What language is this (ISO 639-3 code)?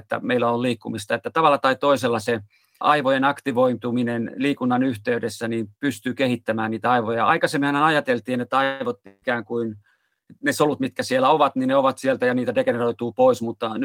fin